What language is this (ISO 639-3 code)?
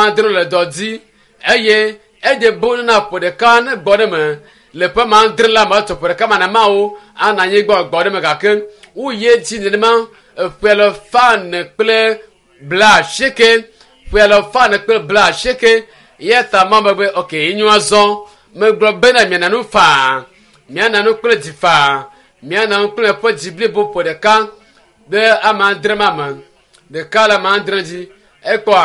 ewe